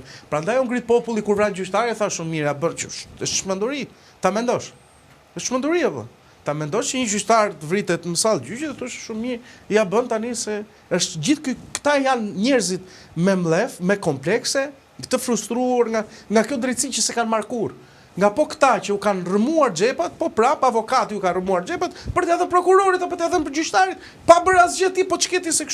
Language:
Albanian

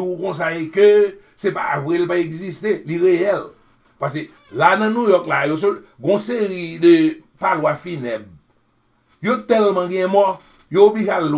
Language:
Haitian Creole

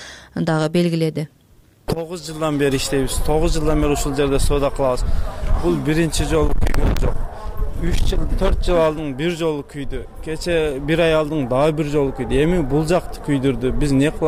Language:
Kyrgyz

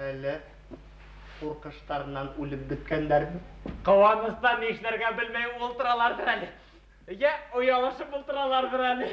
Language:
Bashkir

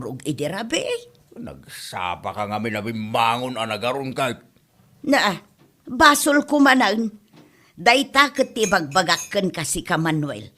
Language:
Iloko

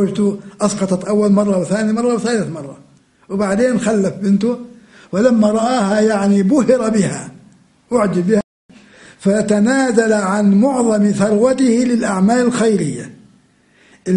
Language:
Arabic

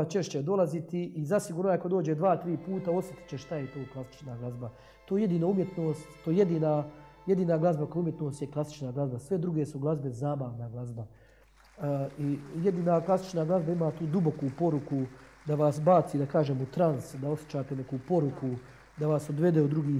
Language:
Croatian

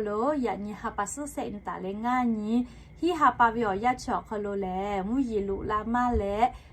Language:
Lahu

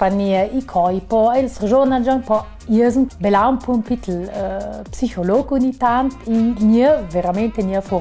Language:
Ladin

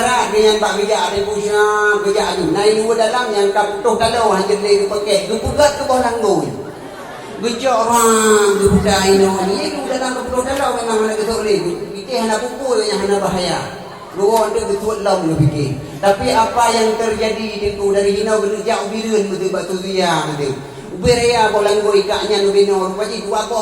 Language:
Achinese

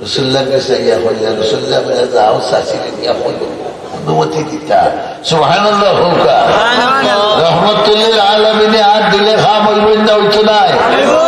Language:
Sylheti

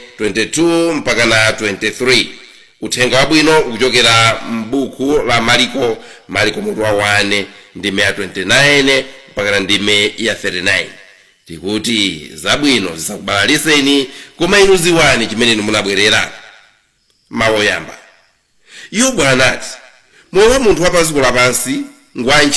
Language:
Nyanja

